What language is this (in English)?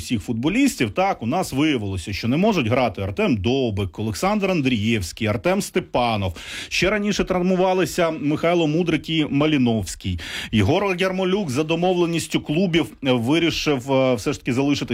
Ukrainian